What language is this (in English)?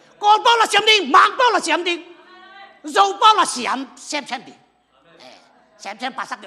Tedim Chin